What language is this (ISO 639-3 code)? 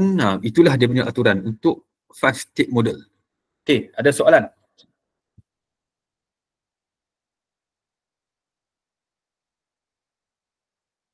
msa